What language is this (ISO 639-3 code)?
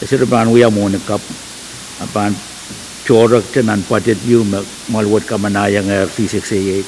pon